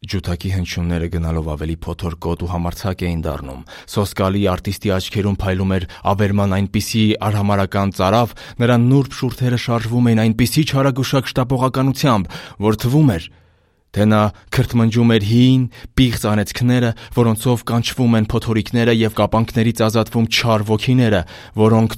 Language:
Armenian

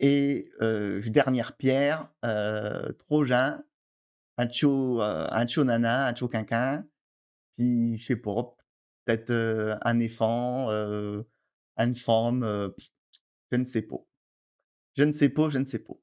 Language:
Picard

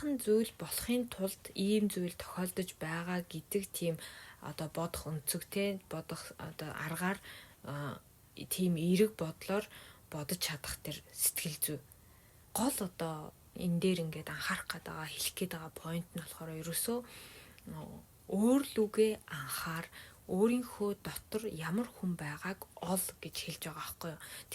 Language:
Mongolian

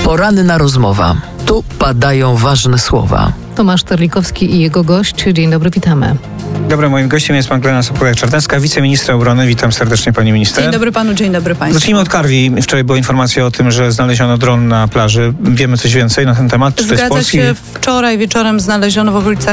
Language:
Polish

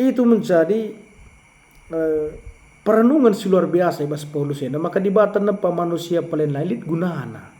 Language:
Batak Karo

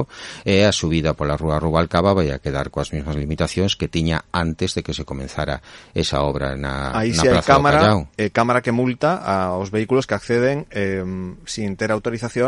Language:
Galician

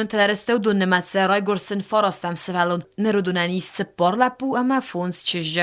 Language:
Ossetic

